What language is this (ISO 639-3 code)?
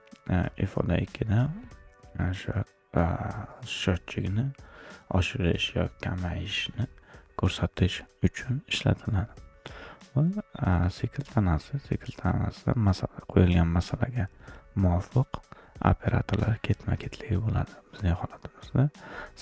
uzb